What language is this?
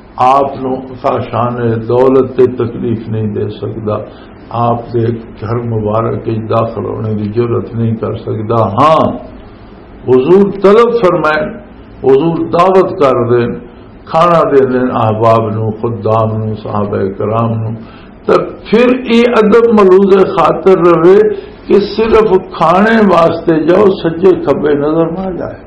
Western Panjabi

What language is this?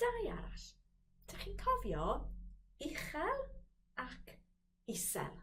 Welsh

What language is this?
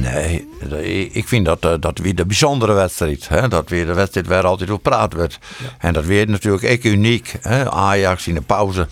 Western Frisian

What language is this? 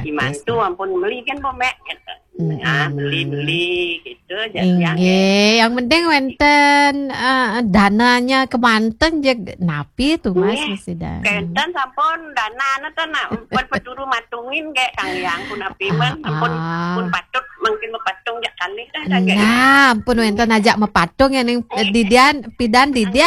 Balinese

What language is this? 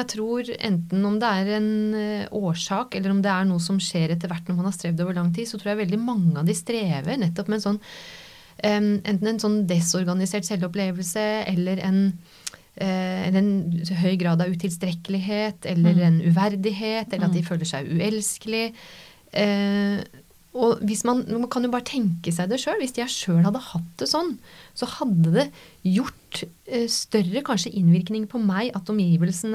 Norwegian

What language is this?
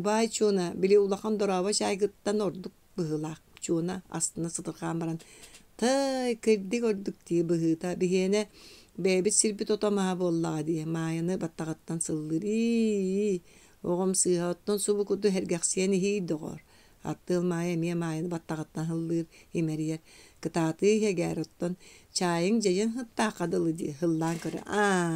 Yakut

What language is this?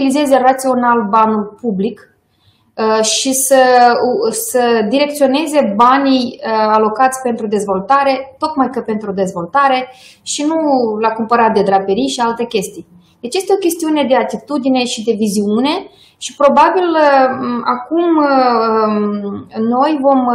Romanian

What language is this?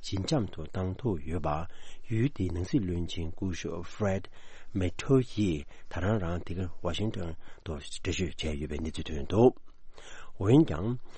Tibetan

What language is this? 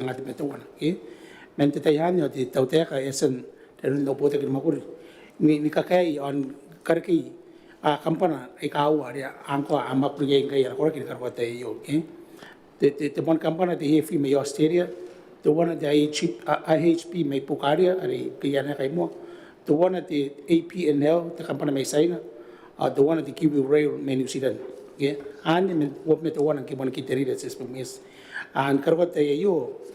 Gilbertese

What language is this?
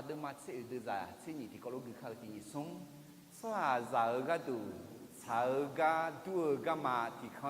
Akha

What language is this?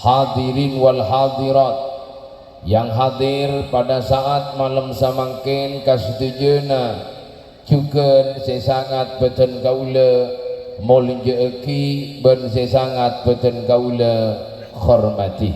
Madurese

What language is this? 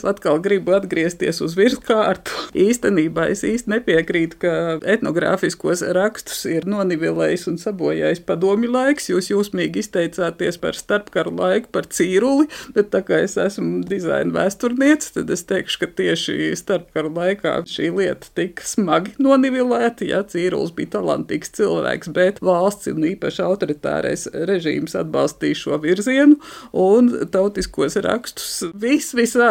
Latvian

